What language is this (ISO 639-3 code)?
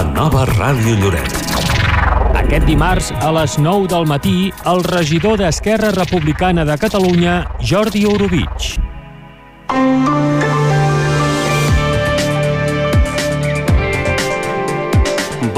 cat